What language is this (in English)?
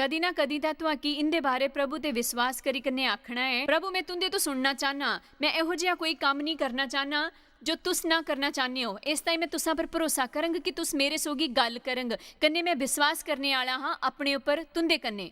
Dogri